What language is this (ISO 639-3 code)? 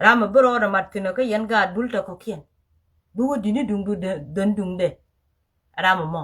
nus